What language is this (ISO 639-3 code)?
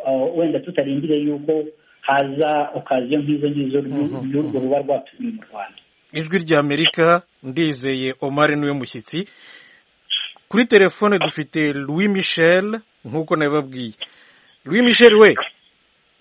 kin